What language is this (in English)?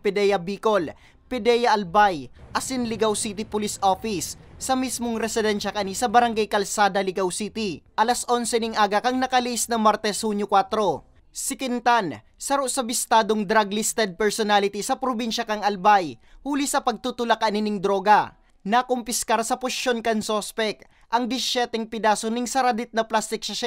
Bikol